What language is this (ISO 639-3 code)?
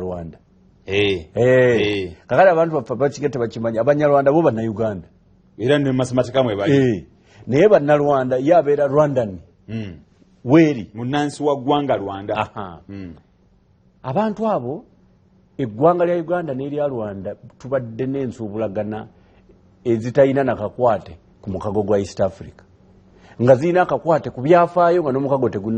lug